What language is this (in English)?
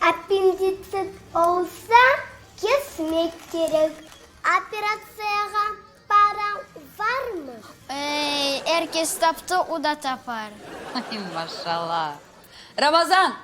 Crimean Tatar